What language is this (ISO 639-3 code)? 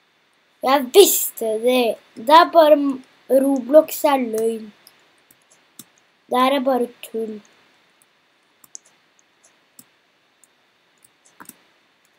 nor